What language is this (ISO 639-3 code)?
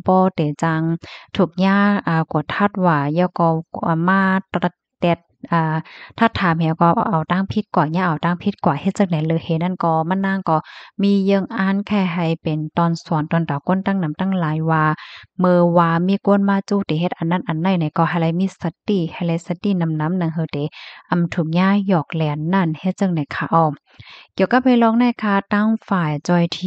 shn